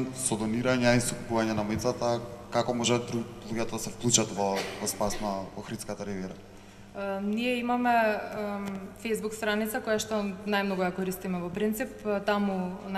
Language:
Macedonian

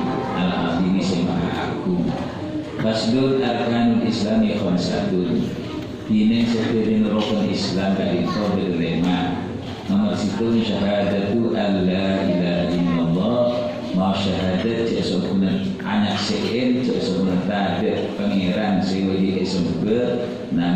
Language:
Madurese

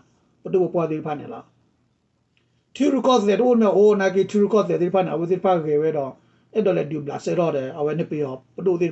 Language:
S'gaw Karen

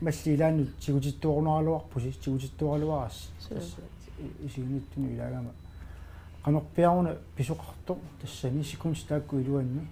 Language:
Kalaallisut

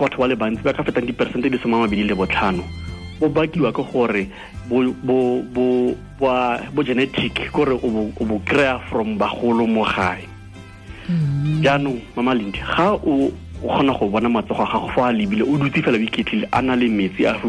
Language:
Tswana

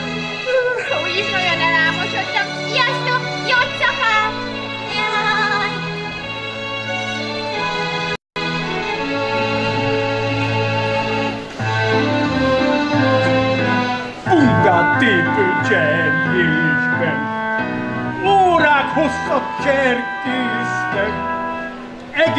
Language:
Hungarian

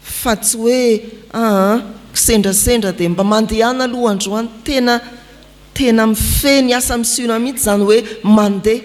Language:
Malagasy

